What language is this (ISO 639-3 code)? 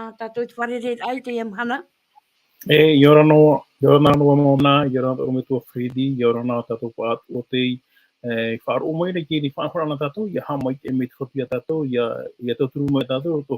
tah